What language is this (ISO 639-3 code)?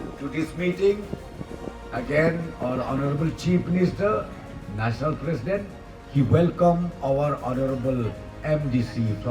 grt